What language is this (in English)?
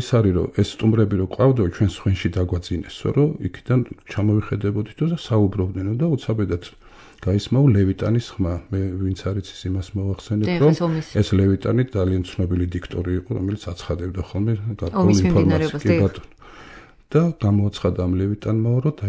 Georgian